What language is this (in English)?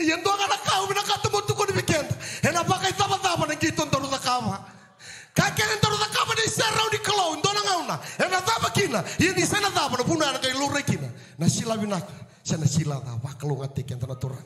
Fijian